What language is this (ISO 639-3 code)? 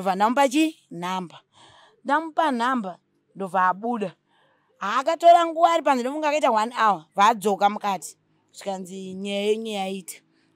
sna